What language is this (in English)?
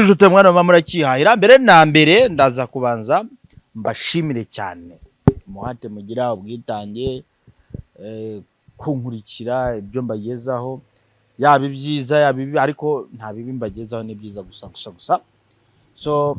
Kinyarwanda